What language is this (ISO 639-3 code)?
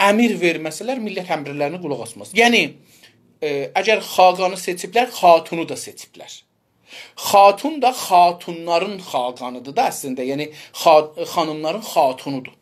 azb